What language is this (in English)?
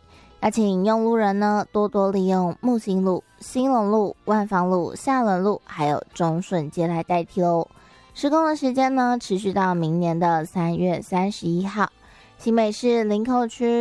Chinese